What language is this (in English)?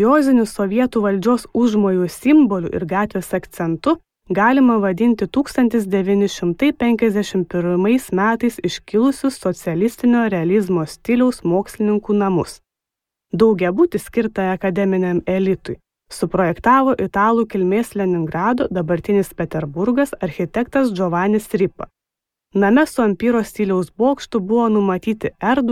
Lithuanian